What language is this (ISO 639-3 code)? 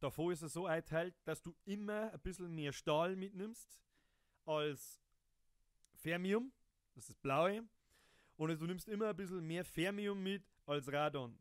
bar